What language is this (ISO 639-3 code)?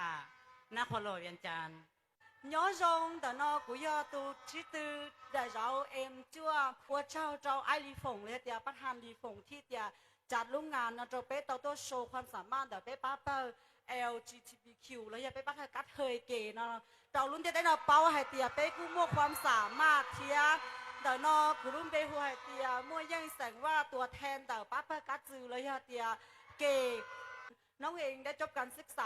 hmn